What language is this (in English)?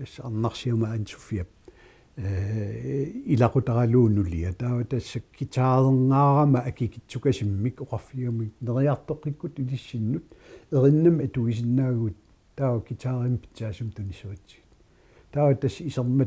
Kalaallisut